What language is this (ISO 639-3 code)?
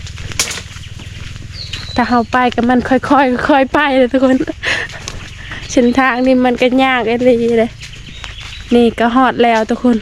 lao